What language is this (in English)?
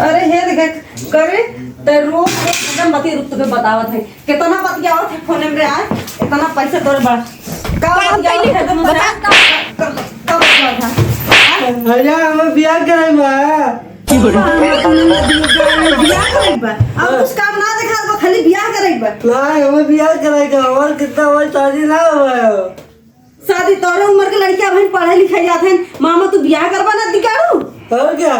Awadhi